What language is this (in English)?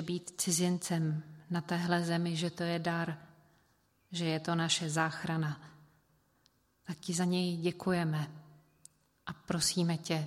Czech